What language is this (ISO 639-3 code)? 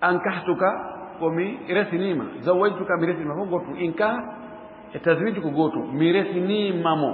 ful